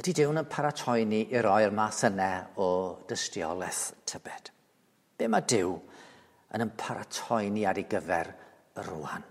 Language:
Welsh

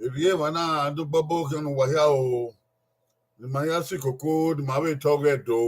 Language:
Bini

